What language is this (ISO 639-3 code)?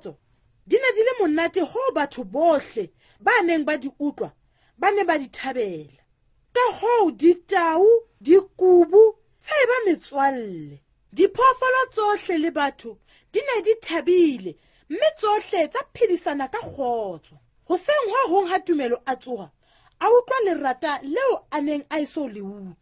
sot